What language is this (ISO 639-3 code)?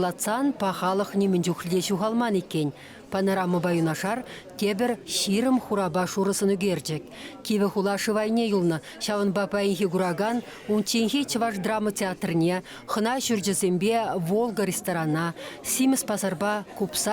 chv